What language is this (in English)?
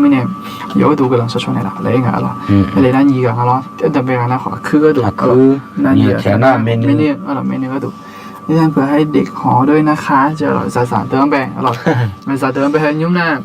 Akha